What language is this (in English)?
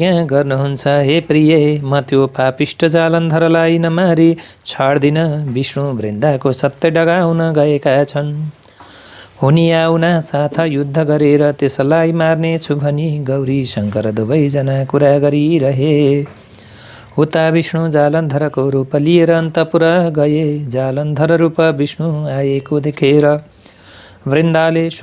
Nepali